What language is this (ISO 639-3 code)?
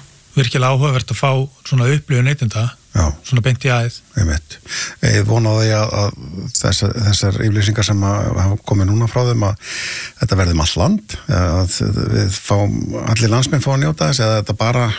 isl